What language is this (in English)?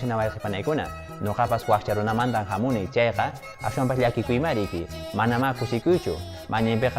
Quechua